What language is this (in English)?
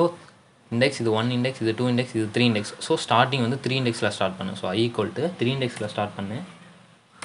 Tamil